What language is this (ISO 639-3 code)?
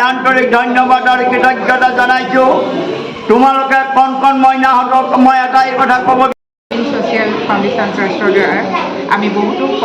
asm